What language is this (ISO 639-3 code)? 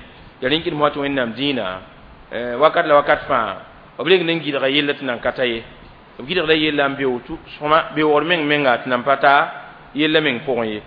mos